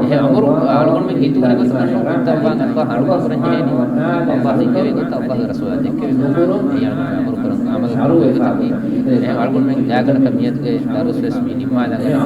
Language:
Divehi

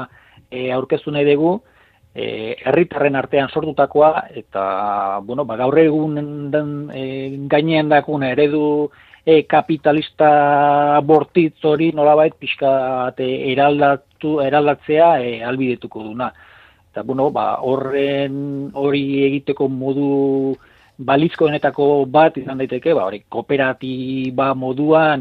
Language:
Basque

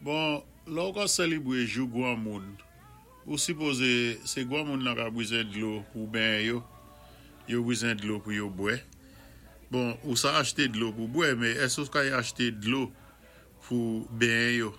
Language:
Saint Lucian Creole French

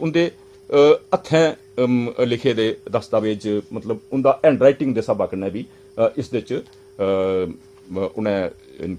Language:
Dogri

